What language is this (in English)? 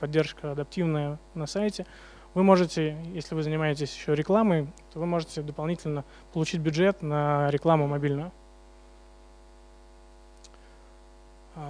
Russian